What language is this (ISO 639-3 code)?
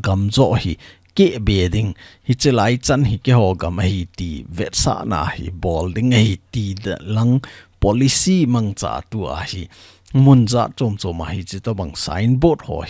tcz